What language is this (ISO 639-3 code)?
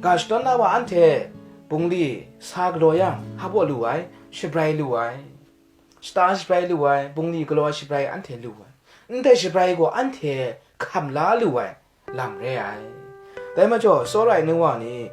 kac